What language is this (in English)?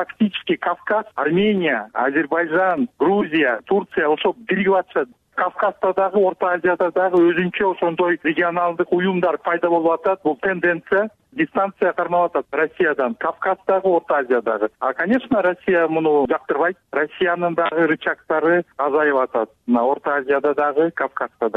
Kyrgyz